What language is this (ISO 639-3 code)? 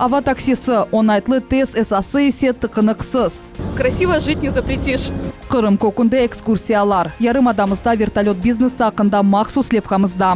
crh